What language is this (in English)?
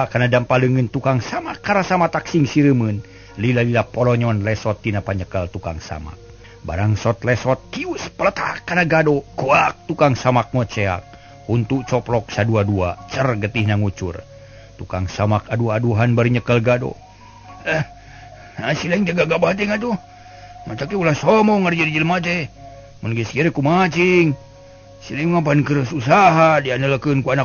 Sundanese